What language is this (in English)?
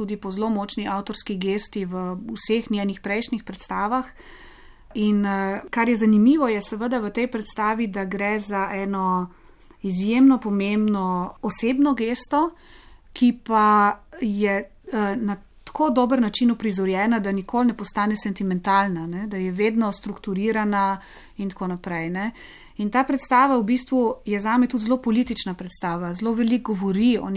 Slovenian